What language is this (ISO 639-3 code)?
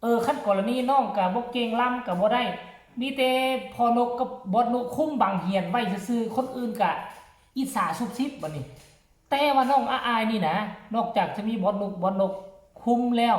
tts